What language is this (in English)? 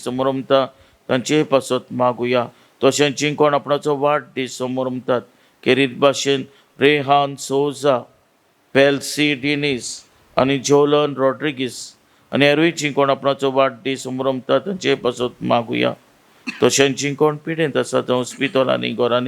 Konkani